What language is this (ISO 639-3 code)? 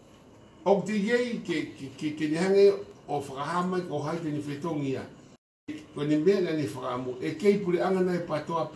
ton